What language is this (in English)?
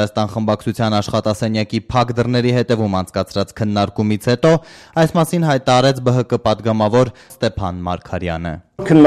Armenian